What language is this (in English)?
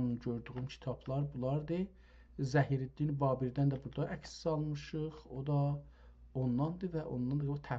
South Azerbaijani